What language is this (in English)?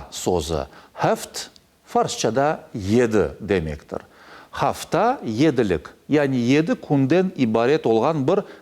Crimean Tatar